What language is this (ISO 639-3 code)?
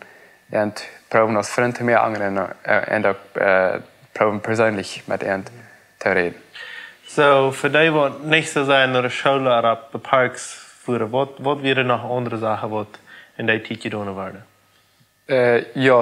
pdt